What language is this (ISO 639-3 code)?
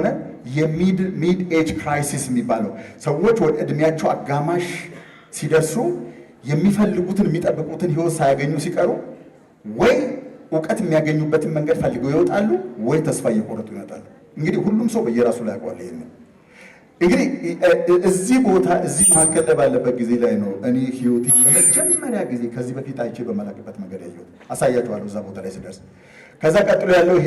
amh